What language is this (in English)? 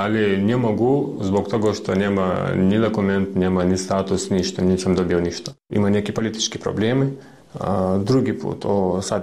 Bosnian